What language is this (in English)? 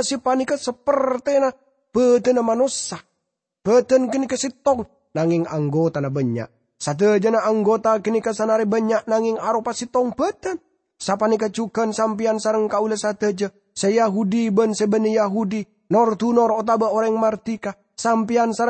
Madurese